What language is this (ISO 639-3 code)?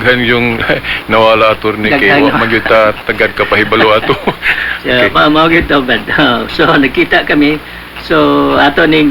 ceb